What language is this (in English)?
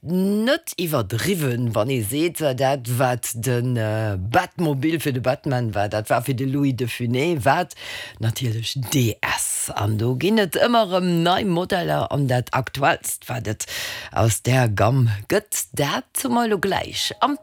Luxembourgish